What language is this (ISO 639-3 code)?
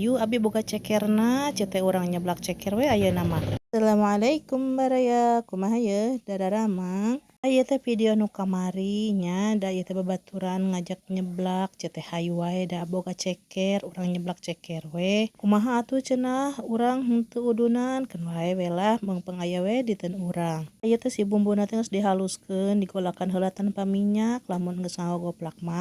sun